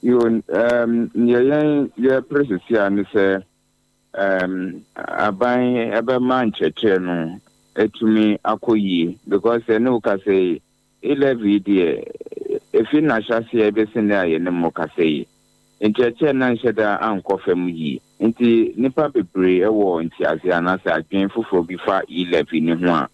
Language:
Akan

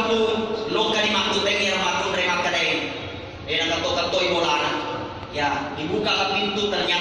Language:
Buginese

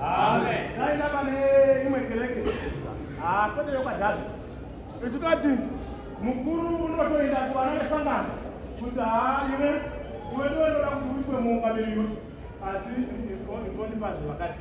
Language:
Shona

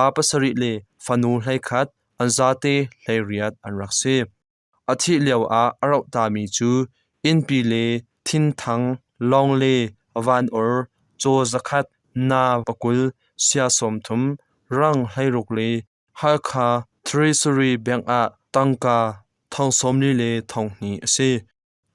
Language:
Hakha Chin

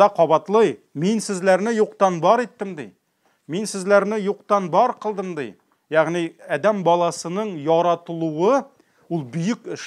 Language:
Tatar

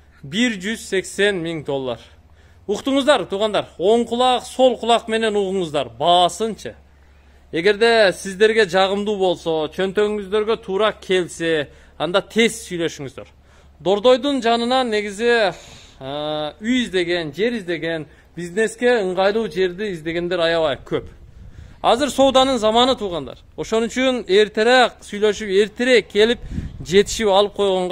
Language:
Kyrgyz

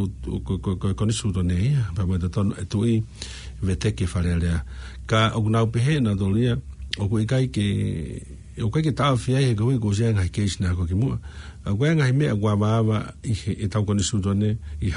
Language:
Tongan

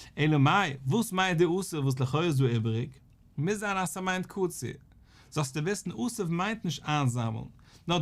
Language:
Yiddish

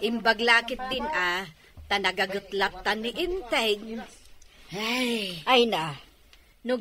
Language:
Iloko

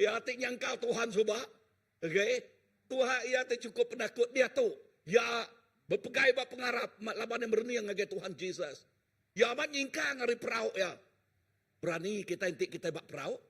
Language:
Iban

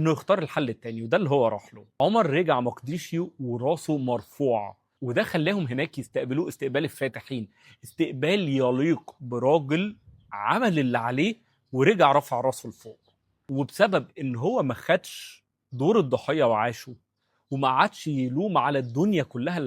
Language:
Egyptian Arabic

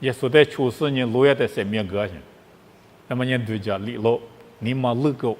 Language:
Lisu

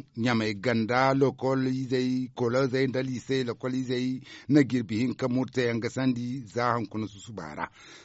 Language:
Zarma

